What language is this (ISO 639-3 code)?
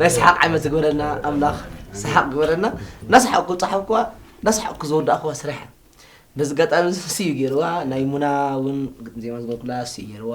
tir